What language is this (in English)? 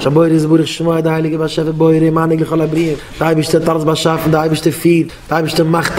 Yiddish